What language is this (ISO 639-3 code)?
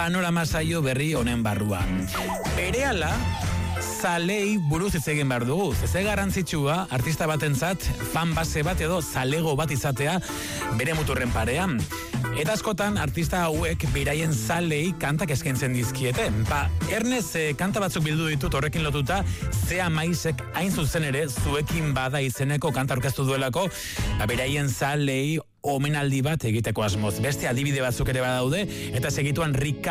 eus